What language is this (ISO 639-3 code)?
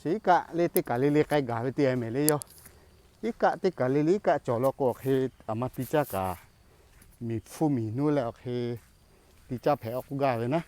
lhu